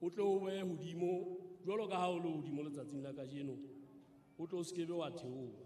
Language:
Southern Sotho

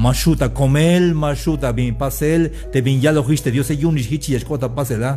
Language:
Tzeltal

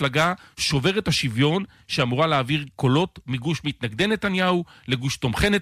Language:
Hebrew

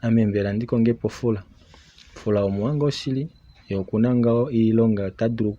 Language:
Kuanyama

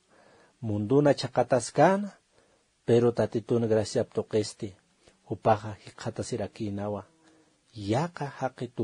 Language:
Aymara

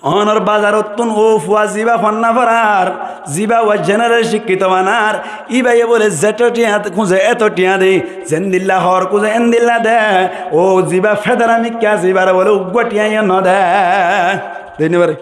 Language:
Rohingya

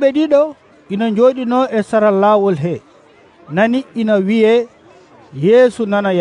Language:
Fula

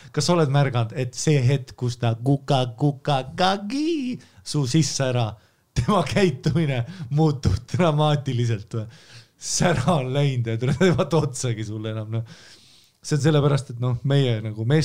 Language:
Estonian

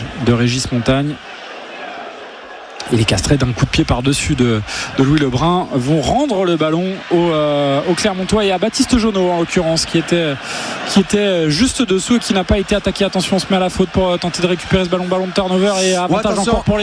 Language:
French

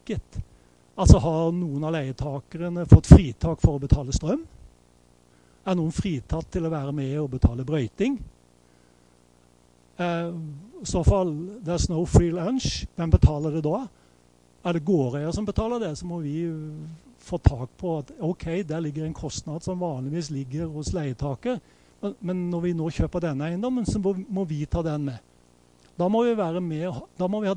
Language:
Norwegian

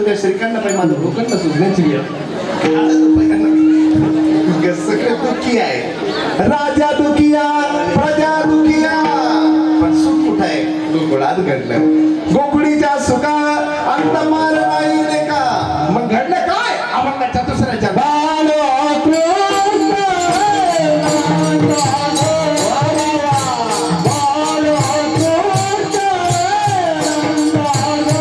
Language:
Marathi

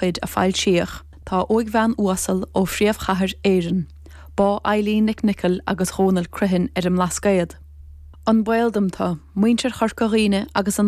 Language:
Irish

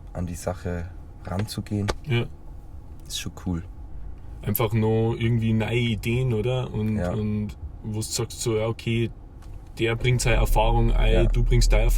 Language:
Bavarian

